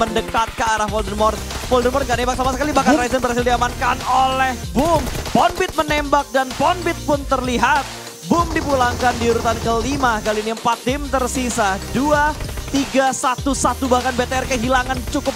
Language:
Indonesian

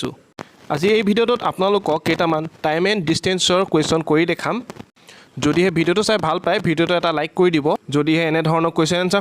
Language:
Assamese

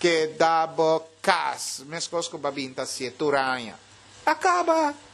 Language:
Papiamento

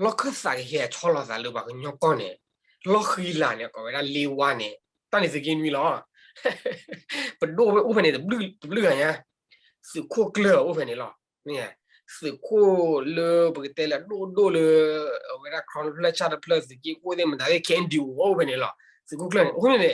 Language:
S'gaw Karen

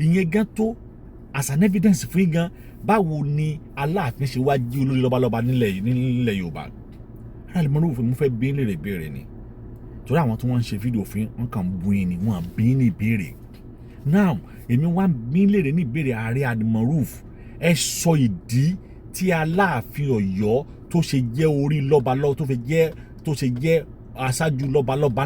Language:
Yoruba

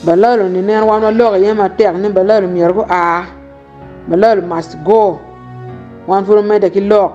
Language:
Acoli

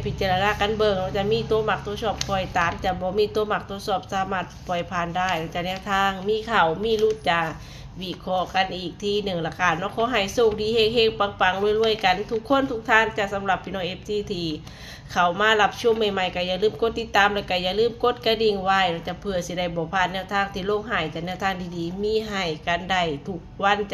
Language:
Northeastern Thai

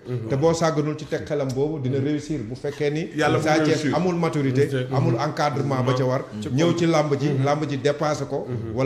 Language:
Wolof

